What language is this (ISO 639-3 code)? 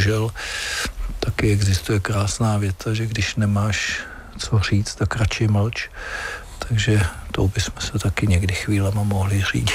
ces